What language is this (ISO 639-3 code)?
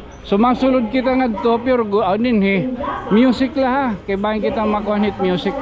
war